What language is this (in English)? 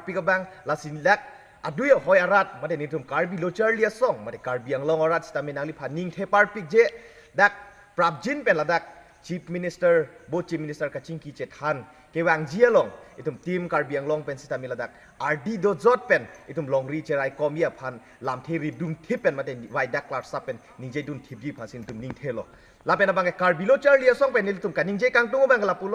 Karbi